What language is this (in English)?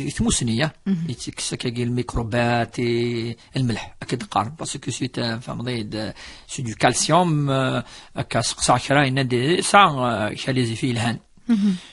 Kabyle